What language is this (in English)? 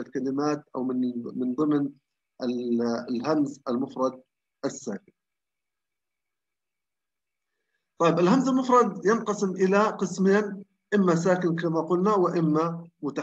Arabic